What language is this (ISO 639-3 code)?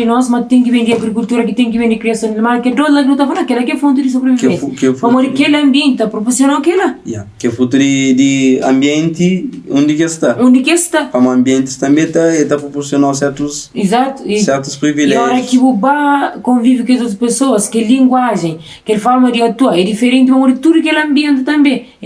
kea